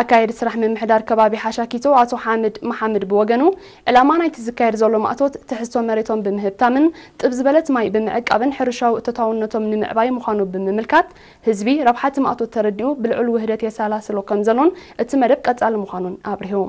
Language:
Tigrinya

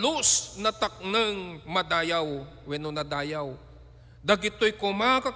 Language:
Iloko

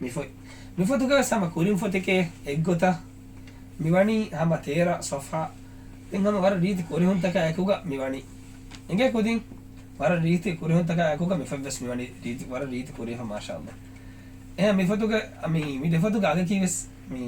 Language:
Divehi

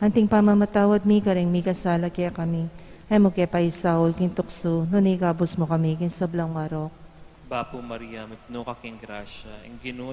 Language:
Pampanga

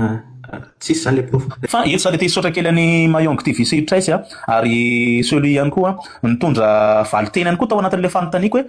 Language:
Malagasy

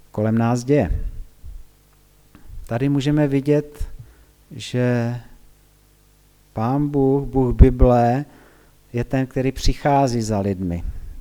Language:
Czech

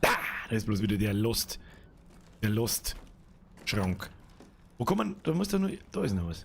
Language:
Bavarian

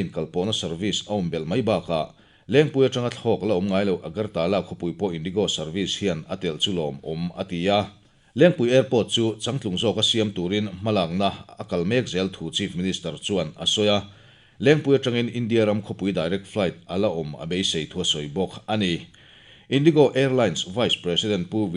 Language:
Mizo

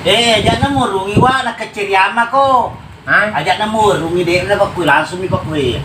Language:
Buginese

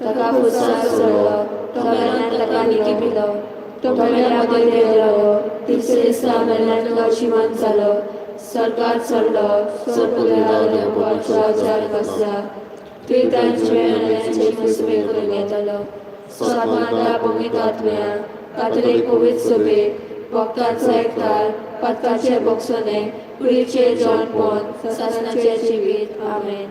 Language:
Konkani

